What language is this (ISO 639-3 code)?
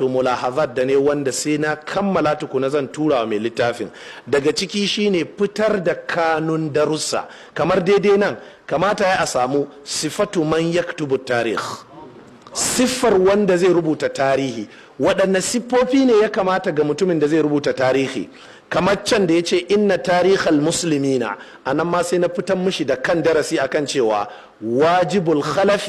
hau